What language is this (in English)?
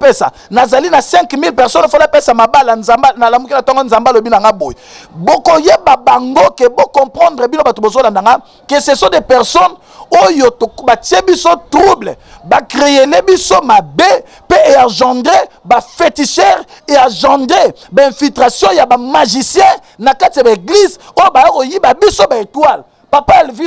Lingala